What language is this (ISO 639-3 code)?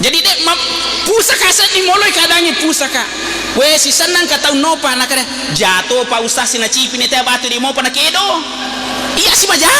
bug